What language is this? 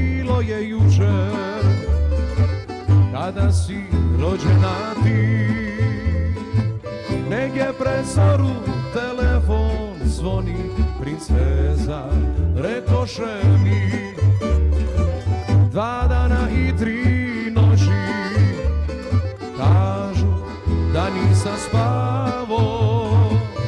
Croatian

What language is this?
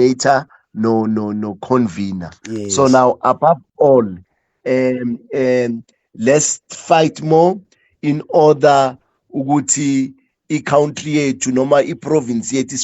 Zulu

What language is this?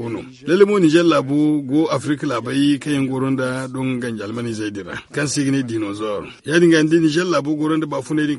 Zarma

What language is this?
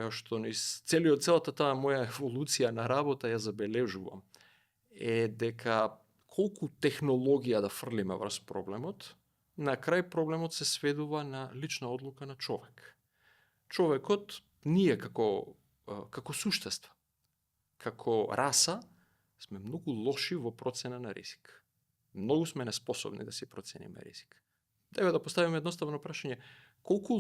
Macedonian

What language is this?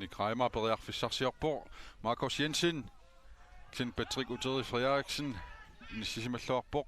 Kalaallisut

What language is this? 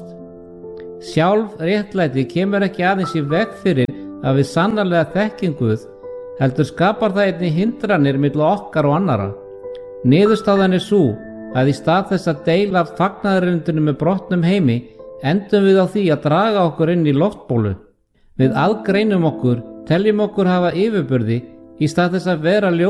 Icelandic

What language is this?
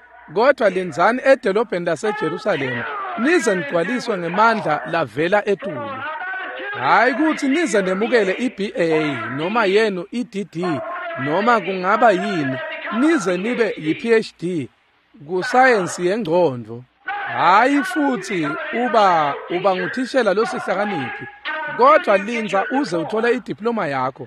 Swati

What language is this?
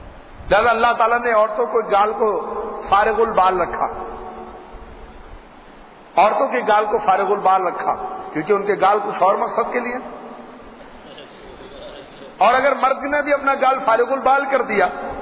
Urdu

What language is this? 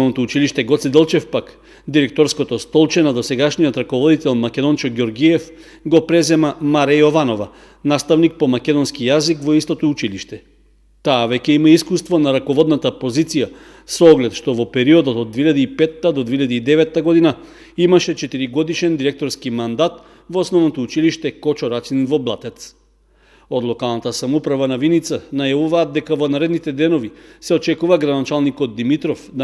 Macedonian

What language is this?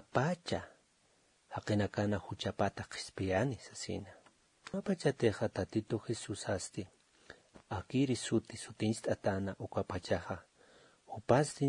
Aymara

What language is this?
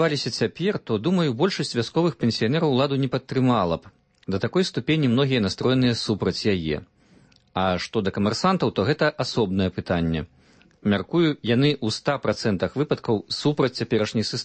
Belarusian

